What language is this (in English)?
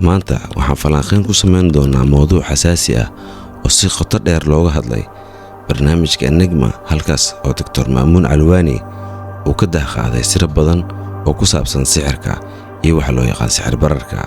Somali